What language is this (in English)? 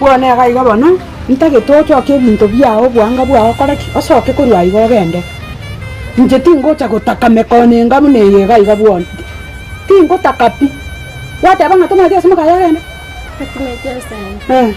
Gusii